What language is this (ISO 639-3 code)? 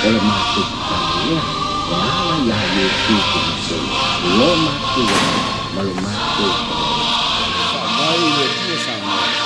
smo